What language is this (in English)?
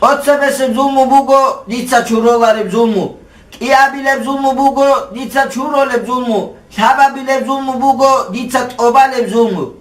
Avaric